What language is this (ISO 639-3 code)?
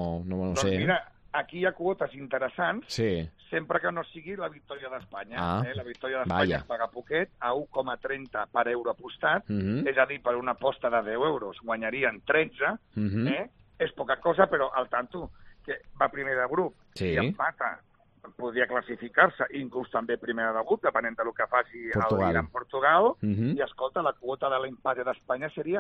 cat